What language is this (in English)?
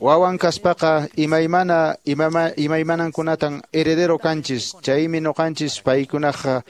Quechua